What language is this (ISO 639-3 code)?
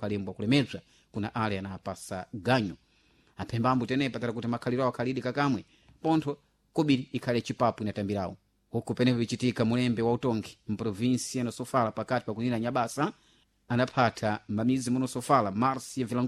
seh